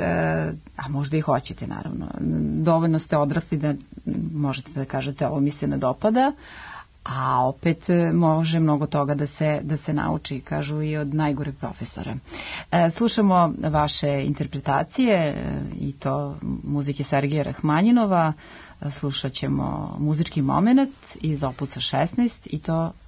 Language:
Serbian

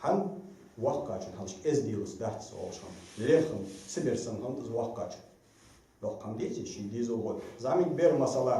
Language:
Ingush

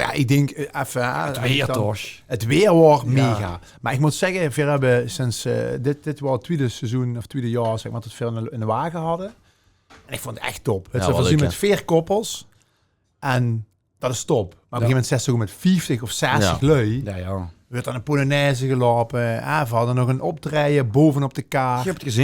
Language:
Limburgish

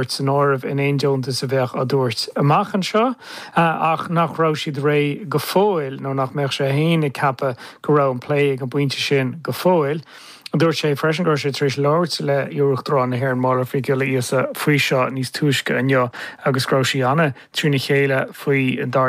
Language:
Irish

